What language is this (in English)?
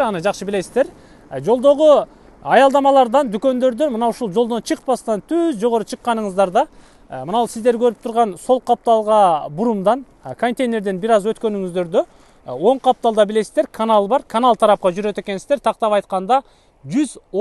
Kyrgyz